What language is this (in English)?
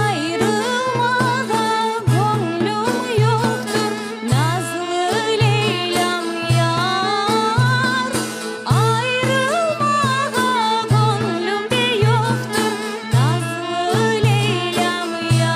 Crimean Tatar